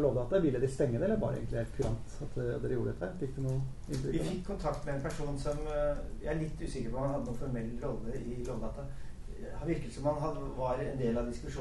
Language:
Norwegian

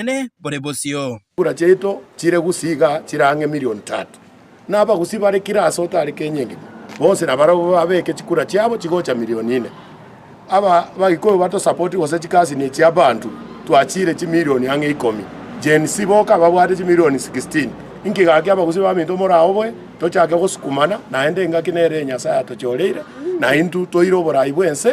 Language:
Gusii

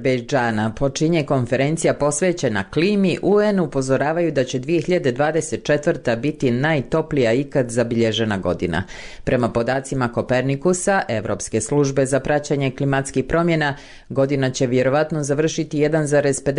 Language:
Bosnian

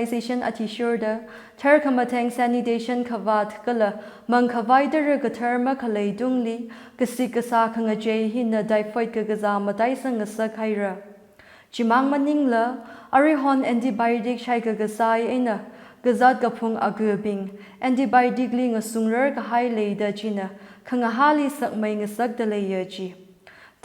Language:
Tangkhul Naga (India)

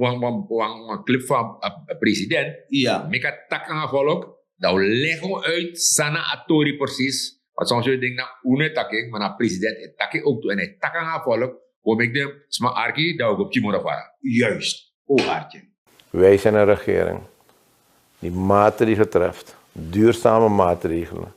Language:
Sranan Tongo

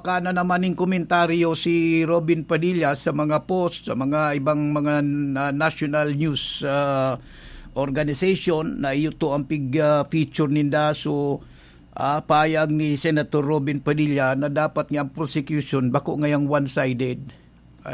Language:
Bikol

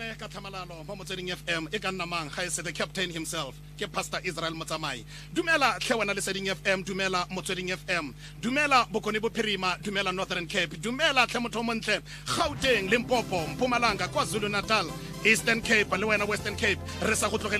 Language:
Tswana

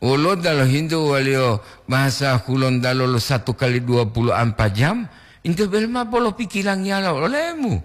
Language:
Gorontalo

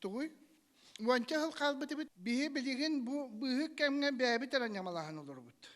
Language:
Yakut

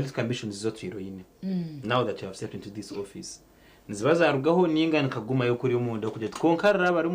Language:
Nyankole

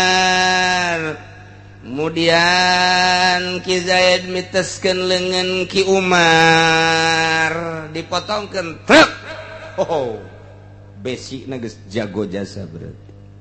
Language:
Sundanese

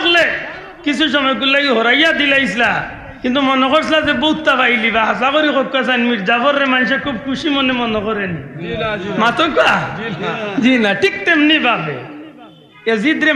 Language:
Sylheti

